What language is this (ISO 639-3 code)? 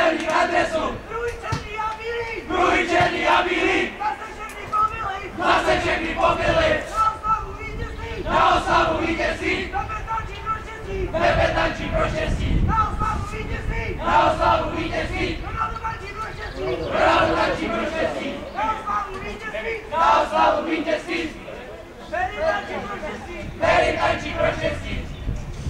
ces